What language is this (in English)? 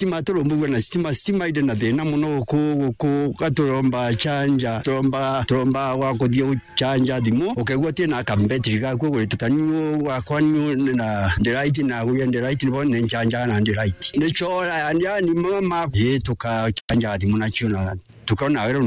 Meru